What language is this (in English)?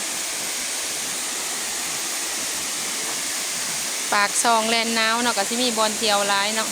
Lao